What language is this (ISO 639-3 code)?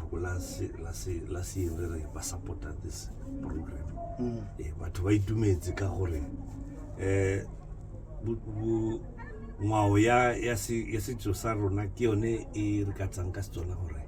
tsn